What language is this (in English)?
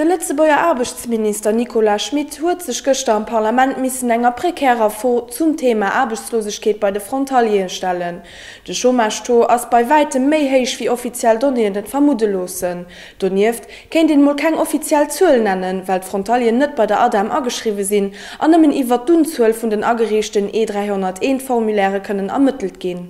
Luxembourgish